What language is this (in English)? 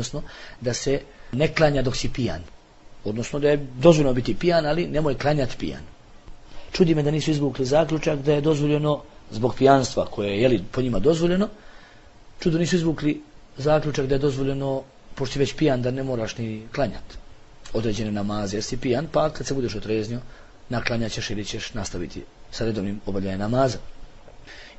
Bosnian